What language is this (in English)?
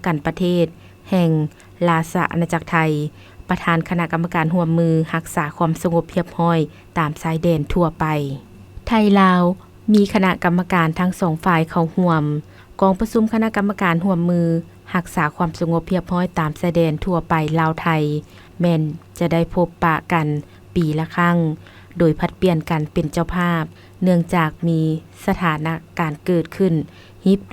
Lao